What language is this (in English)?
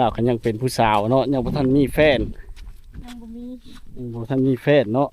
Lao